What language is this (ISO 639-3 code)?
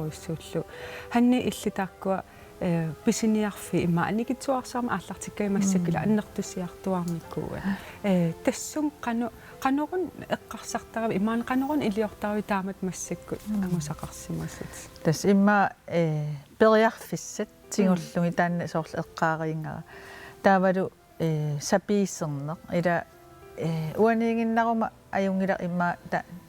kal